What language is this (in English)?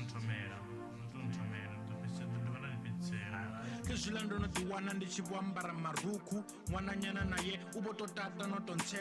Venda